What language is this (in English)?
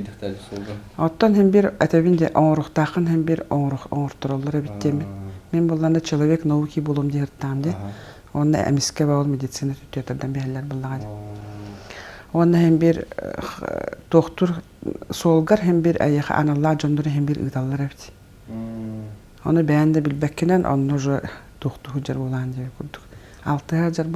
Yakut